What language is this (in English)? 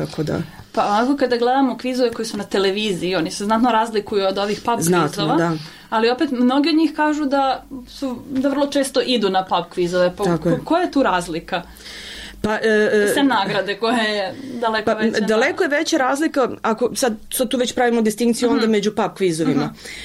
Serbian